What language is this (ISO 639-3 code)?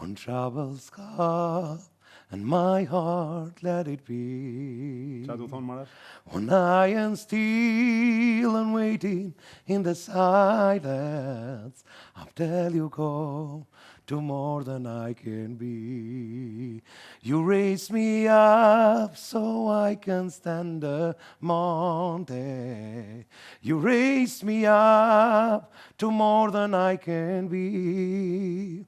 sqi